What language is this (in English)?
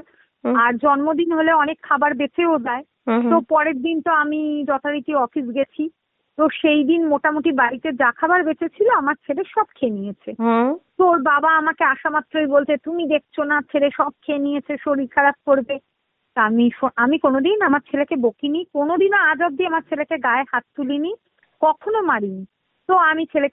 Bangla